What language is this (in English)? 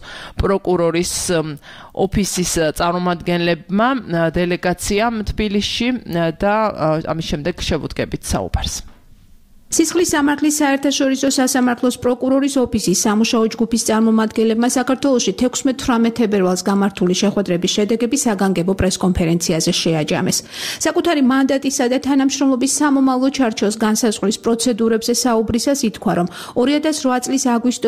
Georgian